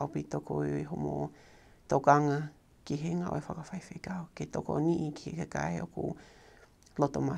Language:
Tongan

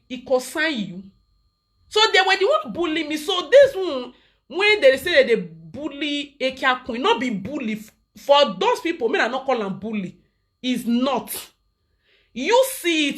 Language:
Nigerian Pidgin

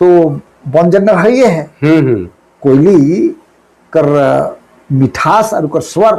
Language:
Sadri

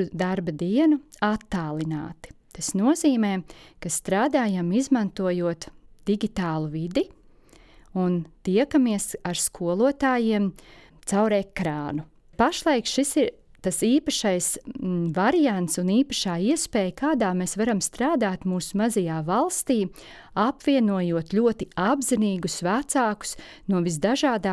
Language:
Latvian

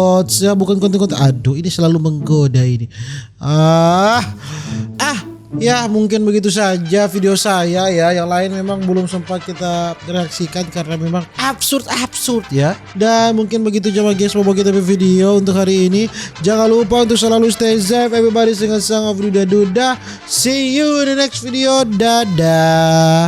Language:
Manado Malay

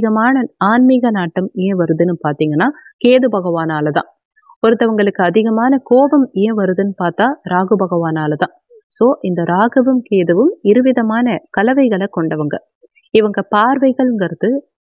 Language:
Tamil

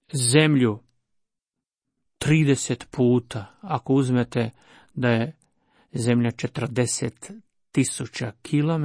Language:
Croatian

